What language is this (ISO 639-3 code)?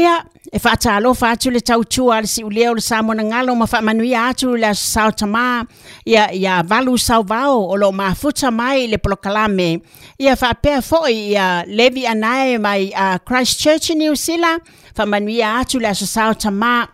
smo